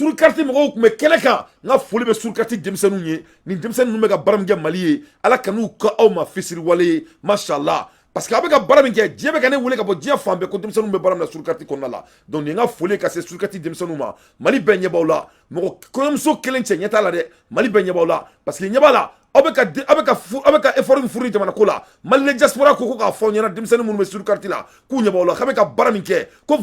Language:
Bambara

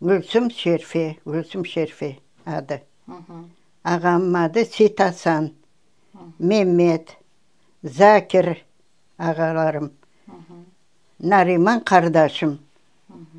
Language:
Crimean Tatar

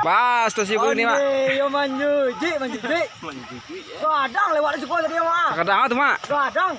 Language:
Minangkabau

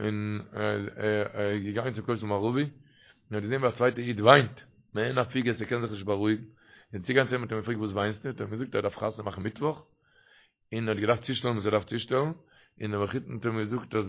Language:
Yiddish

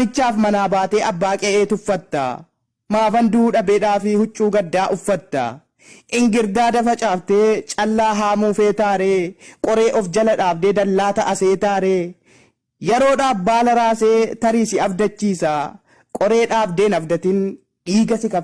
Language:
Oromo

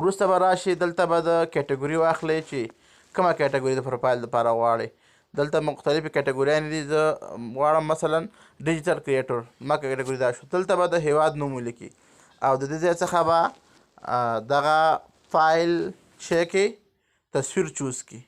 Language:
Pashto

